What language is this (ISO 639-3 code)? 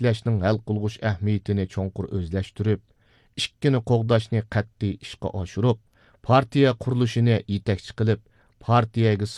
uig